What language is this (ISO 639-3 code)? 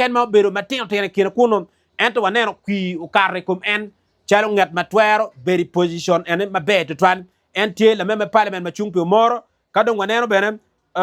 ach